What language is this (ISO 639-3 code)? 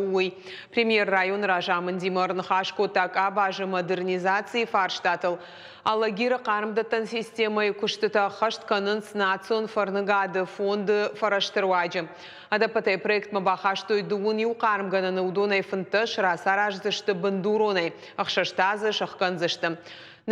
oss